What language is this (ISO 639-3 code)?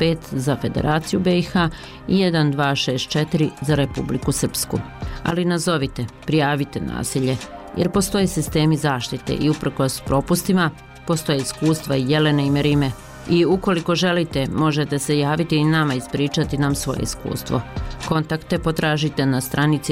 bos